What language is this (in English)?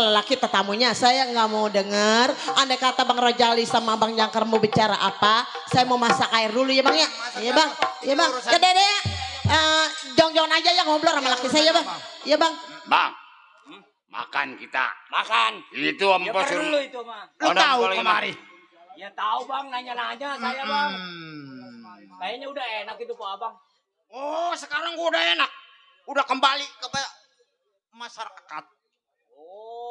Betawi